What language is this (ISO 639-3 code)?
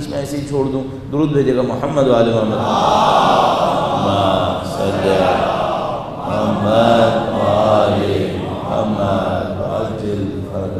urd